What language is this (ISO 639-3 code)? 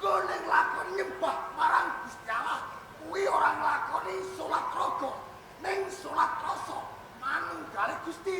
jav